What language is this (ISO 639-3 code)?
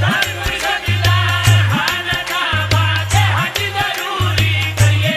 phr